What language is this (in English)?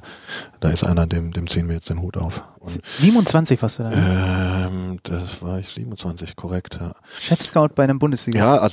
German